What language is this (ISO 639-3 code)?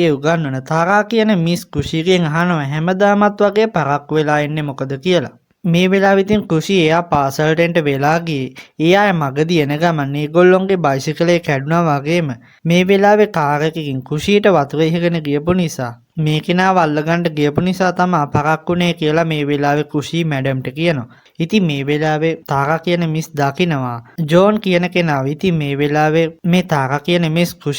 sin